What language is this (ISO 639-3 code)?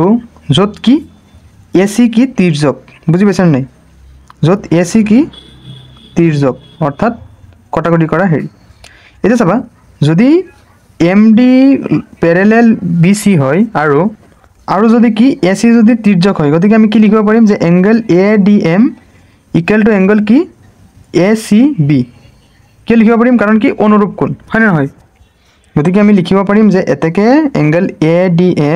asm